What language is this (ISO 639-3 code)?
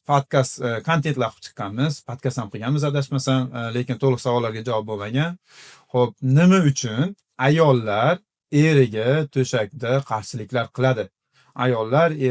uzb